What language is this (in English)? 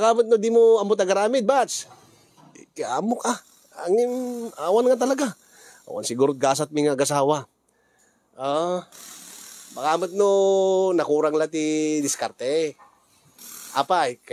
Iloko